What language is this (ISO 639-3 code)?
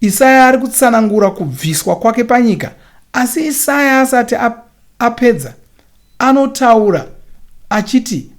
sna